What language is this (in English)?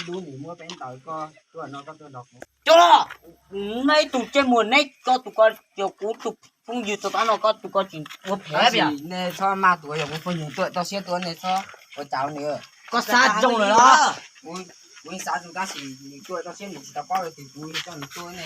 Hmong